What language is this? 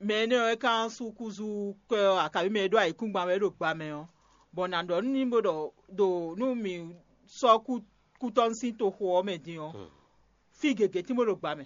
Fon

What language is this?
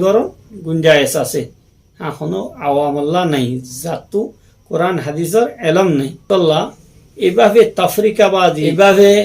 Rohingya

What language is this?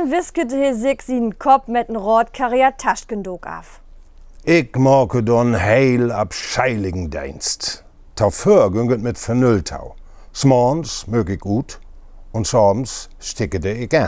Low German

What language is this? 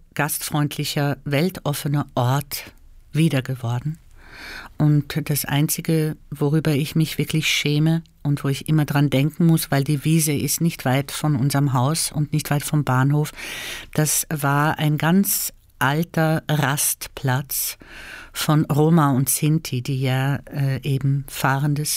German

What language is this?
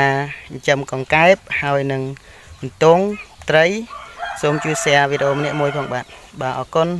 Khmer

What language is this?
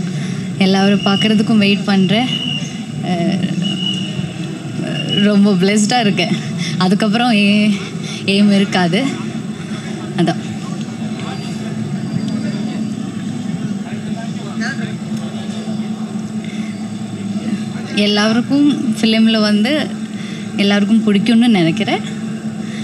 Tamil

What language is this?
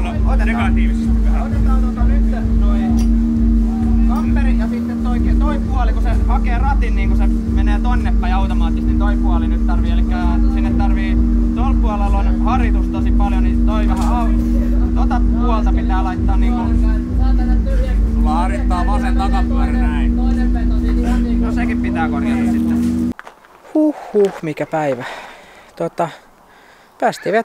Finnish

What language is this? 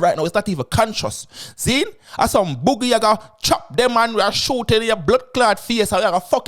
Jamaican Creole English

